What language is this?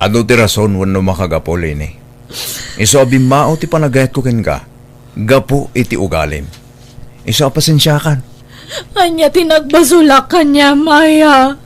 Iloko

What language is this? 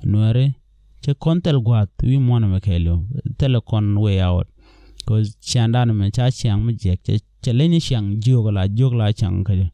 Nuer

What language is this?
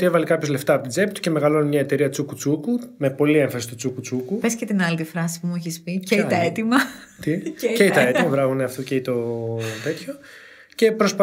Greek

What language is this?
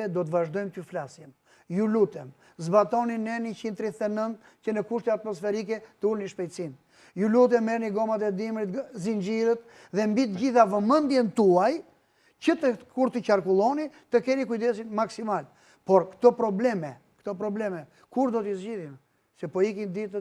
Albanian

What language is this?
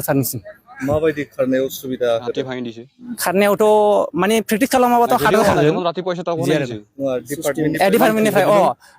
Bodo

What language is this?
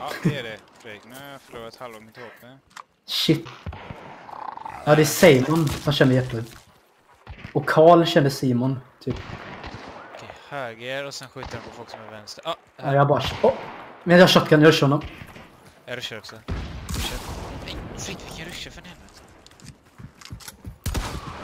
Swedish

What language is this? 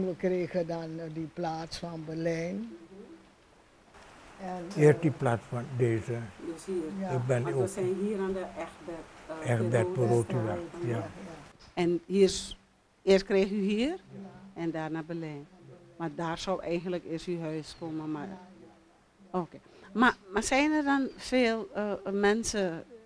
Dutch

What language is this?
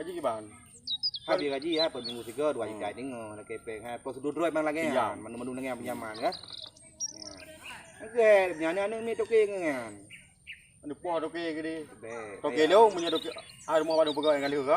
Achinese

